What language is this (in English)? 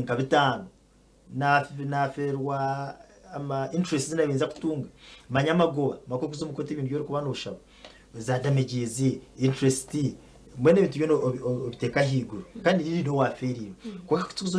Nyankole